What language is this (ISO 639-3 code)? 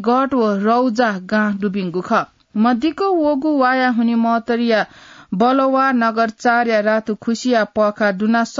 new